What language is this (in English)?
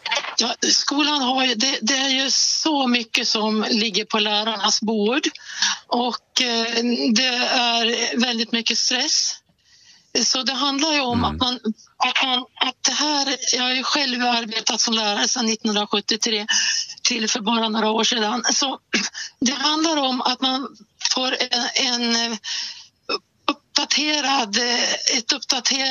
Swedish